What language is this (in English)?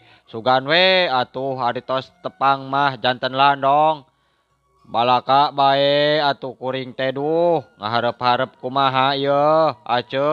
Sundanese